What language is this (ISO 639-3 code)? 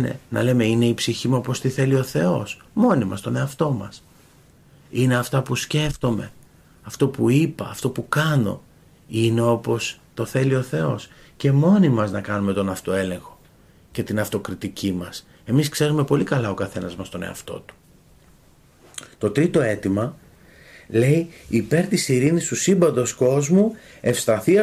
ell